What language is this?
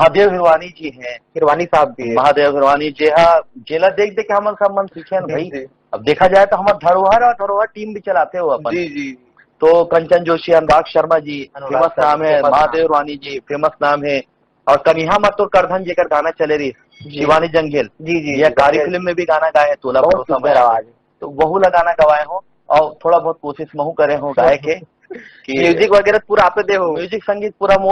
Chhattisgarhi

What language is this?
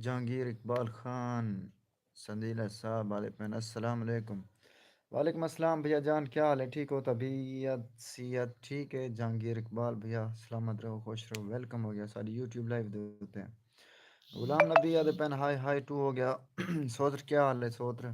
Saraiki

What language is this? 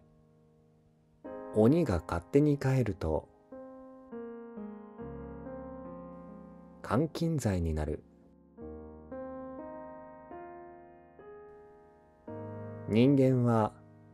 Japanese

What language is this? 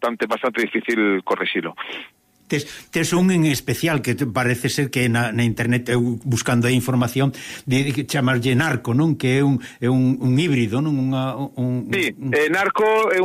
Galician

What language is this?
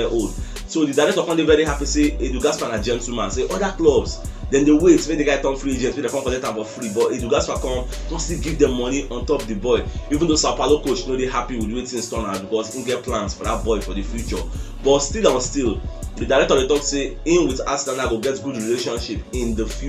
Nigerian Pidgin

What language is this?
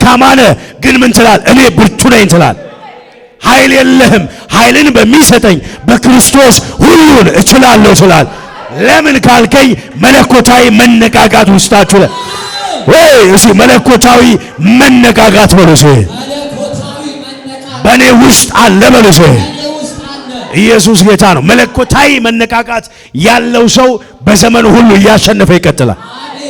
Amharic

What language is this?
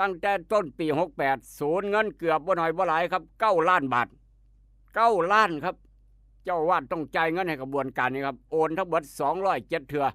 Northeastern Thai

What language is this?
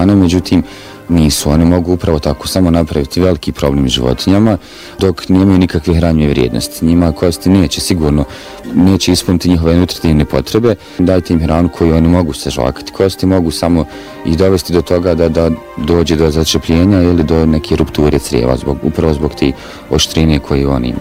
Bosnian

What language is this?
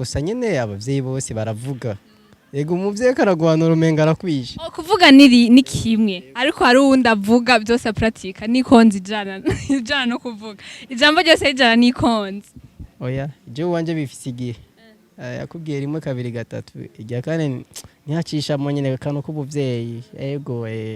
Rundi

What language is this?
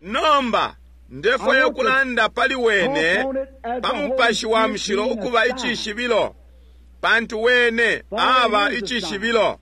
Bemba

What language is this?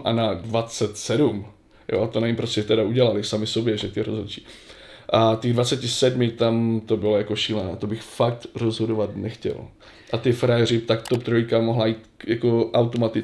Czech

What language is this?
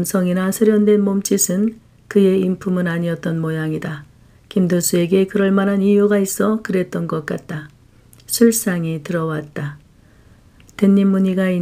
Korean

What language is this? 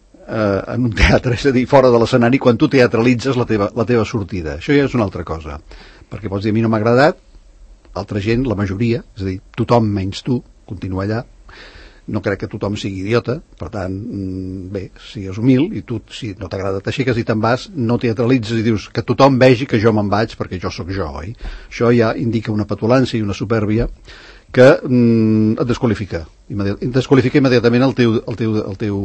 Catalan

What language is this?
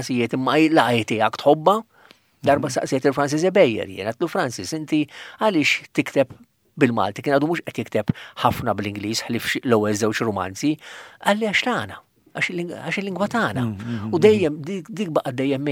Maltese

